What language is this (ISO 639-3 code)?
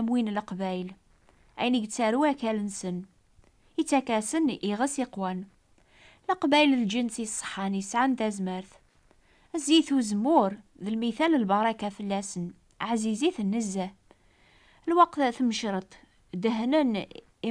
kab